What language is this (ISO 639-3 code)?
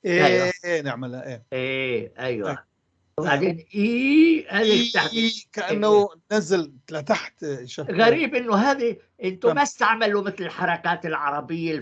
apc